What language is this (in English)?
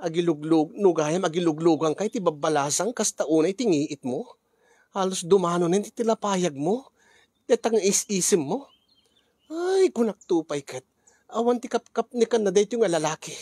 Iloko